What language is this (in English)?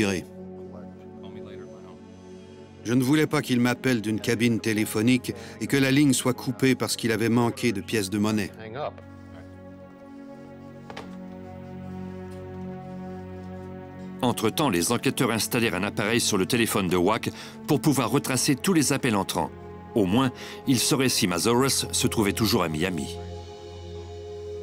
French